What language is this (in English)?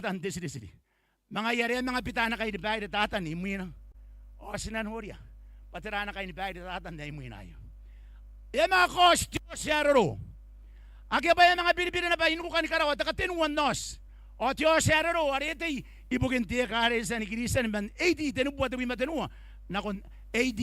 Gilbertese